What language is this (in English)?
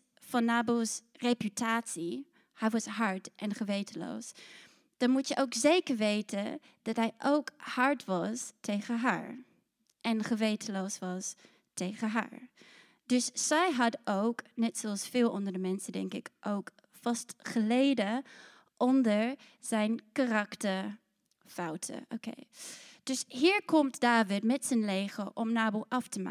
Dutch